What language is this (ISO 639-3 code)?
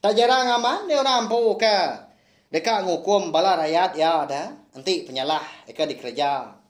iba